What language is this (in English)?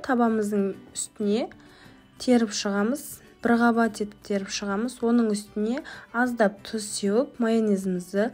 Kazakh